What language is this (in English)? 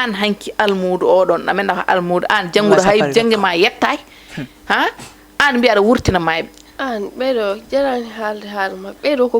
Fula